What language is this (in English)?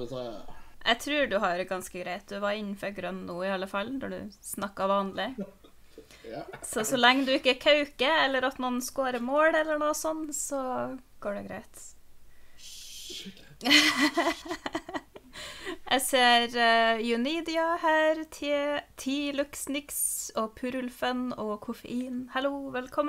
Norwegian